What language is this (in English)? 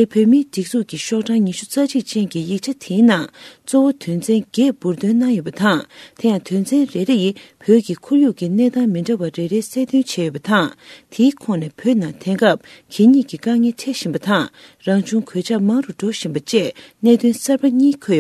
Tibetan